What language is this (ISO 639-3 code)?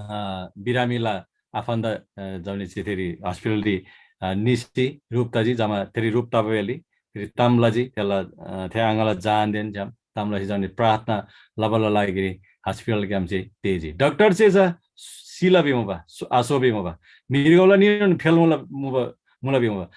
taj